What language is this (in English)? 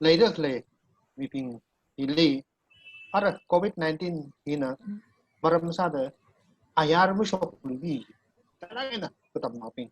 Tangkhul Naga (India)